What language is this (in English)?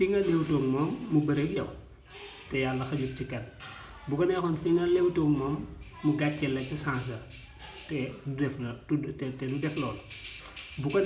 Wolof